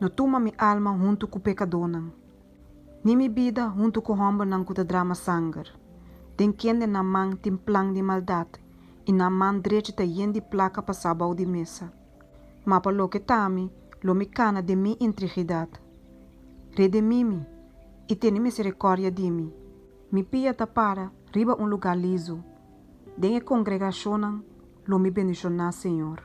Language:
Papiamento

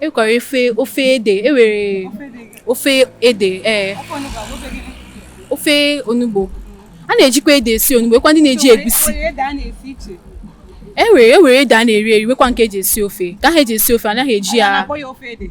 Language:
Igbo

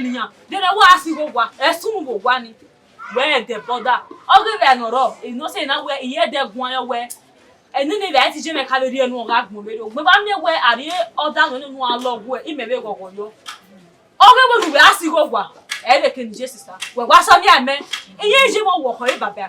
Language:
Bini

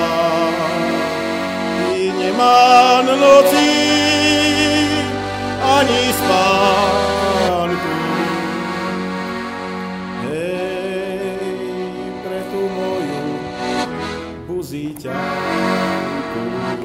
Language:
Slovak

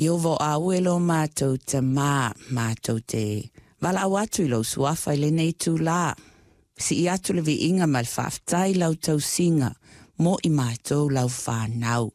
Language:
Samoan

